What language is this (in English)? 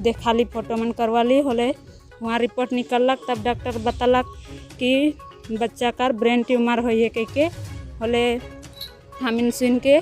Sadri